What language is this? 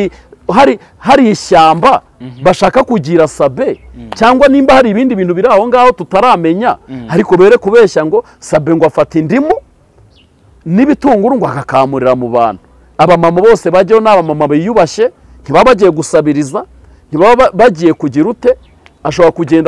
Kinyarwanda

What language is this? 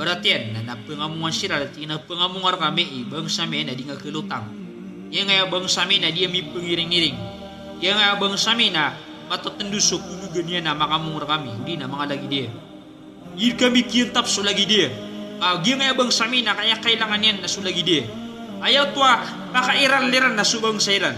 Maranao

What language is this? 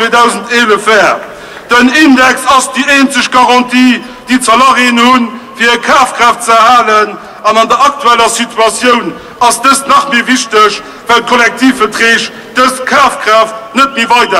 Luxembourgish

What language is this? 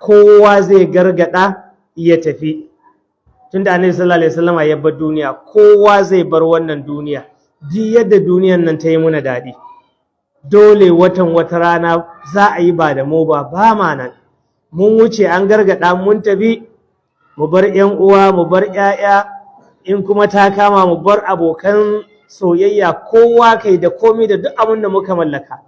Hausa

